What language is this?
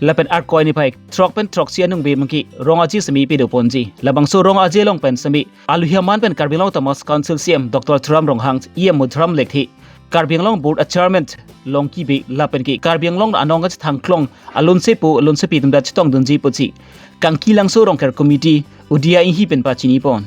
Karbi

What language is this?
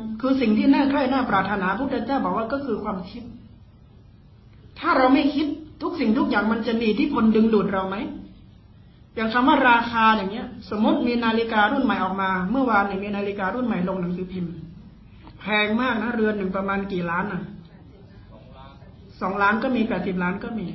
Thai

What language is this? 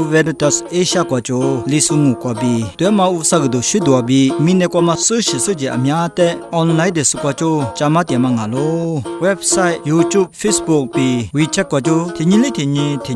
Lisu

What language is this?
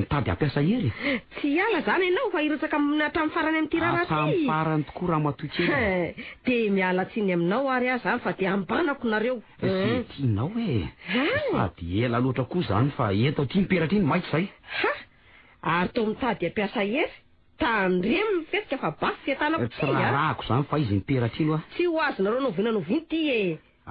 Malagasy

